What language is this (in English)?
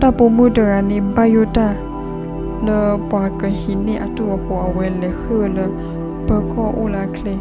S'gaw Karen